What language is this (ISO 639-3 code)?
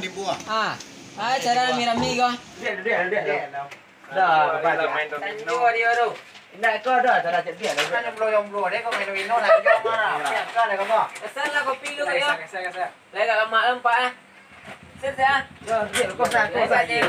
min